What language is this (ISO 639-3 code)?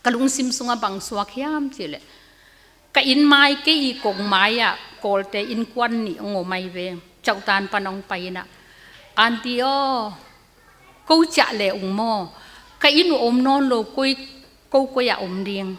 ctd